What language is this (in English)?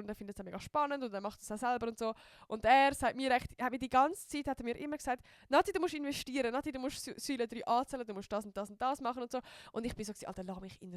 Swiss German